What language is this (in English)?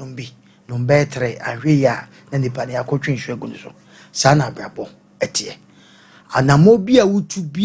Akan